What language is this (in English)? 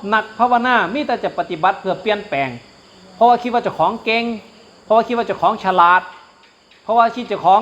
Northeastern Thai